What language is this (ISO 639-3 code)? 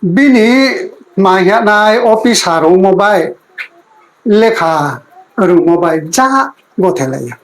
ria